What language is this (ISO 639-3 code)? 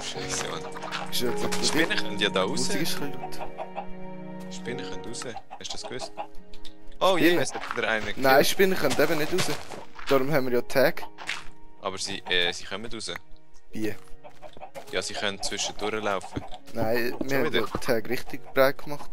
gsw